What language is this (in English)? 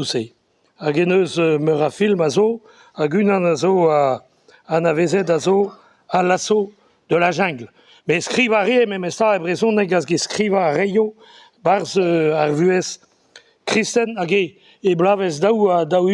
Breton